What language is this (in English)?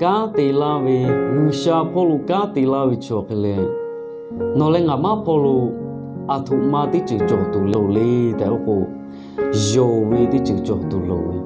Lahu